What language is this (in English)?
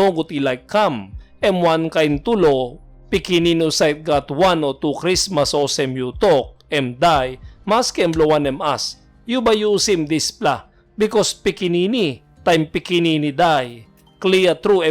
Tok Pisin